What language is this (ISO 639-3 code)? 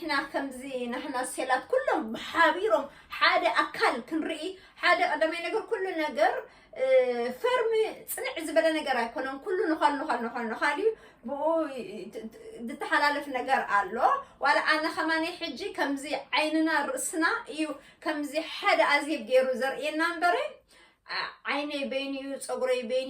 tir